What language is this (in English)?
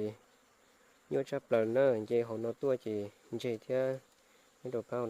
Hmong